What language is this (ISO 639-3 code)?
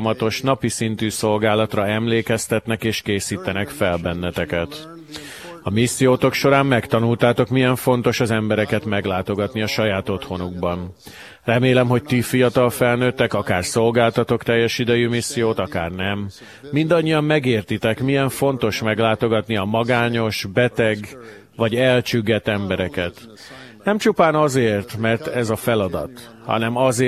hun